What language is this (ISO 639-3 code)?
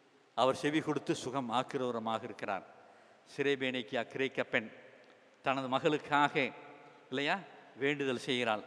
tam